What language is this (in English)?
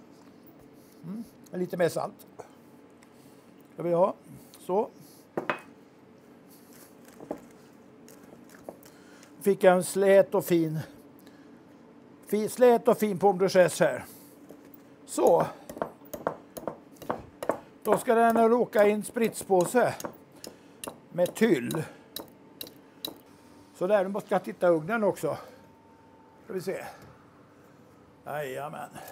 Swedish